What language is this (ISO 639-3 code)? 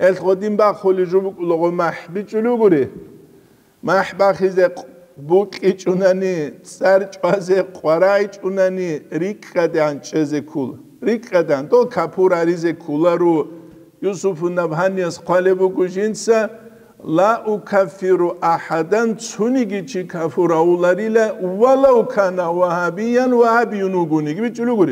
ava